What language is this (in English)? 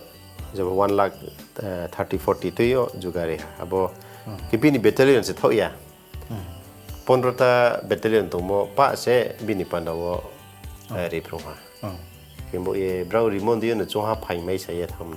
Riang (India)